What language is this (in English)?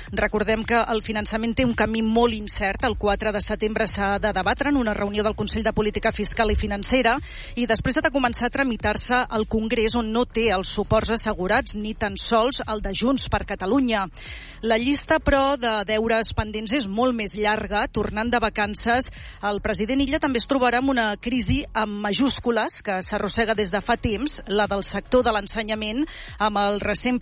Catalan